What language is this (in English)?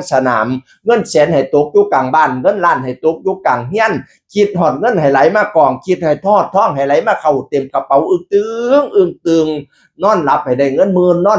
Northeastern Thai